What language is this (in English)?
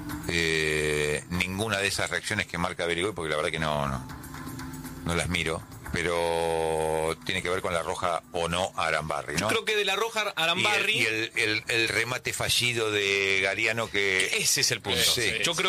Spanish